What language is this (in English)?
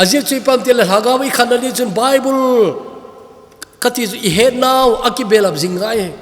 Thado Chin